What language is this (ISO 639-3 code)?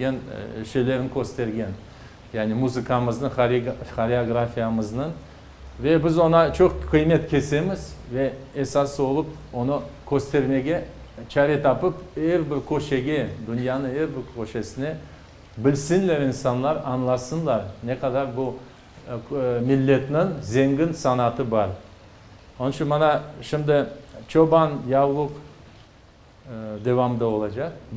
crh